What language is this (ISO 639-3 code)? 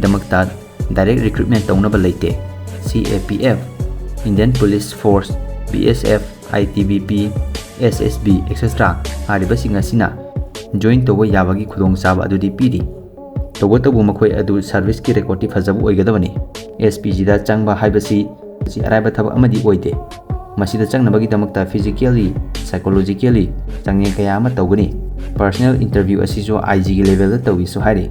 mni